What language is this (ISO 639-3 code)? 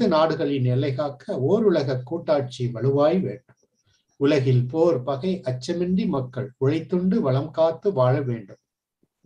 tam